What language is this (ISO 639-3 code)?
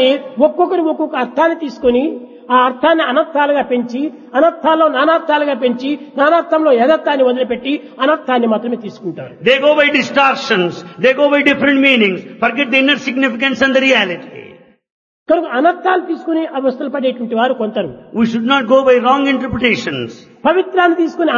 tel